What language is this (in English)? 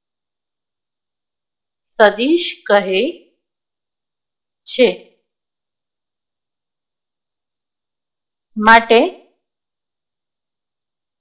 Gujarati